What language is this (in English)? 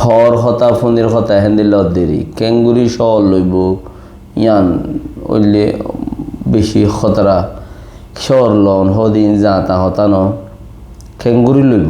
Rohingya